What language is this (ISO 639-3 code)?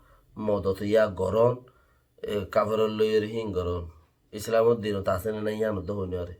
rhg